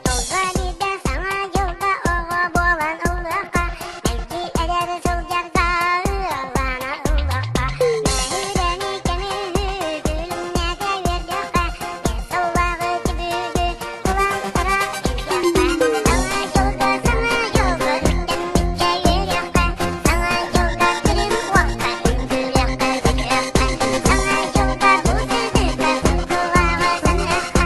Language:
Yakut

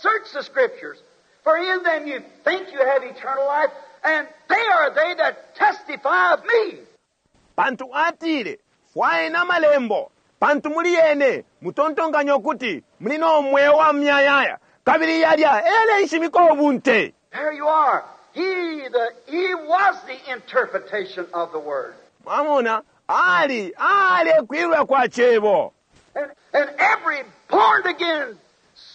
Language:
Bemba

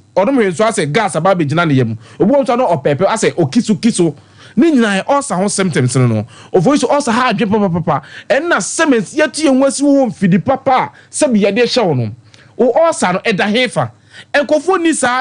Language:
Akan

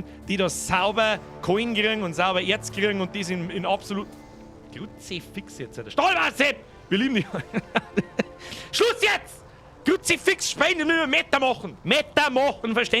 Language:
Bavarian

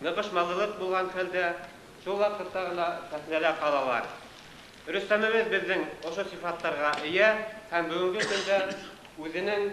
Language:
Bashkir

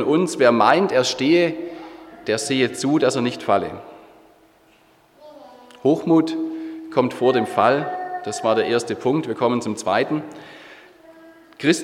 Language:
German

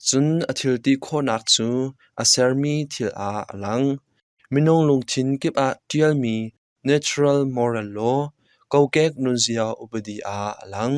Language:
Hakha Chin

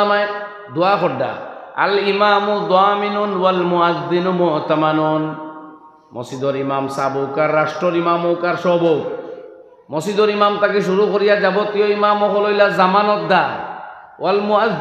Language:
Sylheti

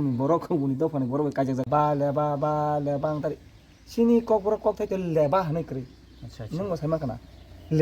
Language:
Kok Borok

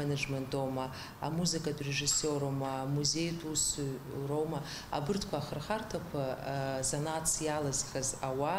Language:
Abkhazian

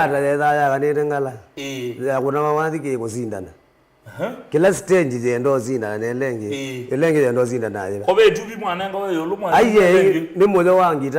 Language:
Kamba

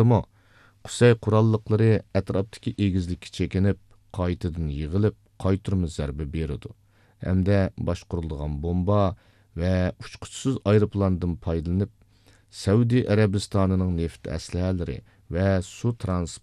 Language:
Uyghur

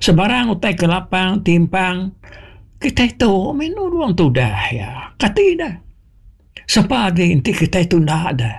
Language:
Iban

